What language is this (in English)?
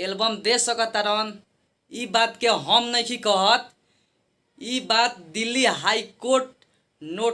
Bhojpuri